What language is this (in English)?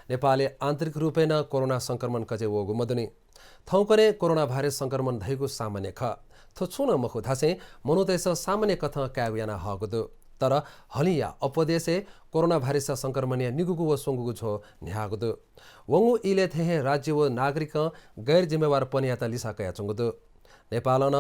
Newari